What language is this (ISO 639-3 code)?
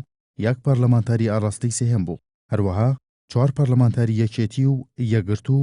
ckb